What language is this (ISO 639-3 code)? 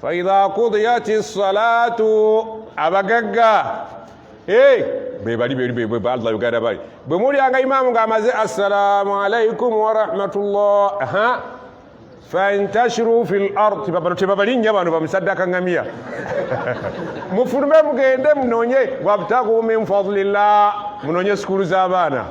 lug